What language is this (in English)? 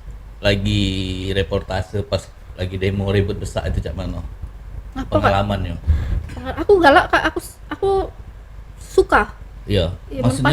Musi